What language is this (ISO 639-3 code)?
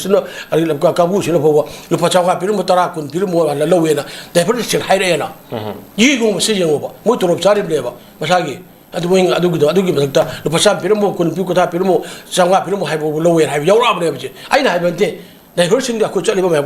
mni